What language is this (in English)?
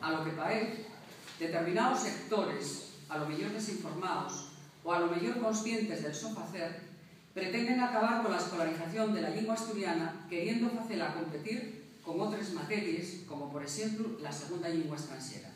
Asturian